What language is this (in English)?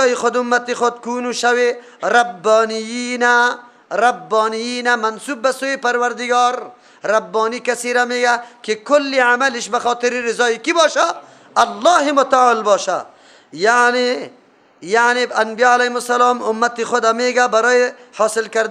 Persian